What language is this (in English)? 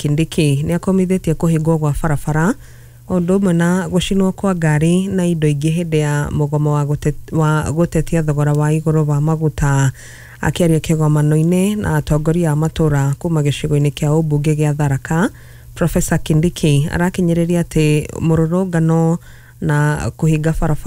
Kikuyu